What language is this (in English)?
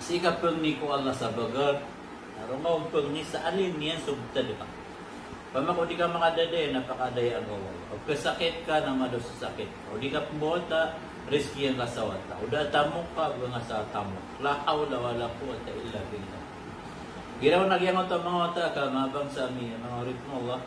Maranao